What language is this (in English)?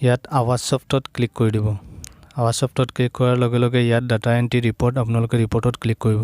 Assamese